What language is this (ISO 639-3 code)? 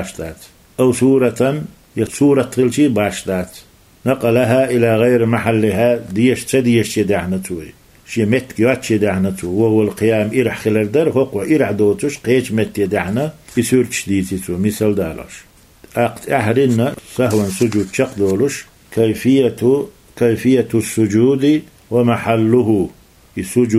che